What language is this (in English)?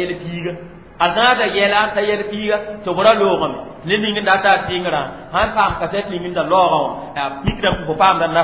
Mossi